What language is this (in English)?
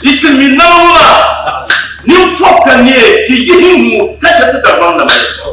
Dagbani